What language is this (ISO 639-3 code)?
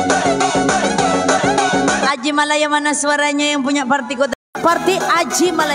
msa